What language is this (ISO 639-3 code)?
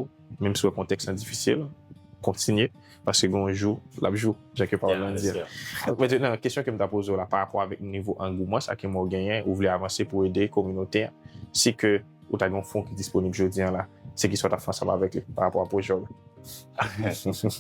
hat